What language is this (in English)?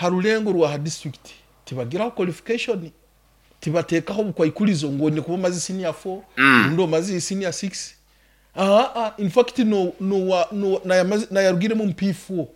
Nyankole